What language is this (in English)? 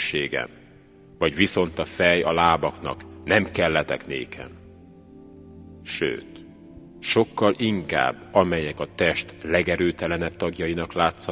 Hungarian